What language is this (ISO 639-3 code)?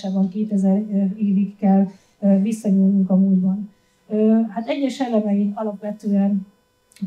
hun